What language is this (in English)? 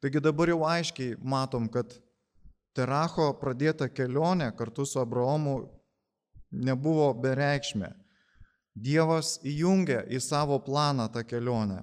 Lithuanian